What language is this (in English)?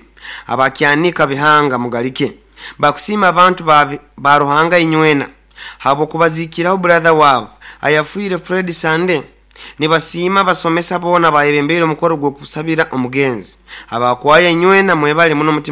Nyoro